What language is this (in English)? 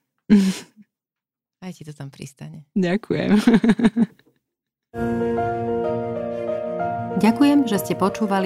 Slovak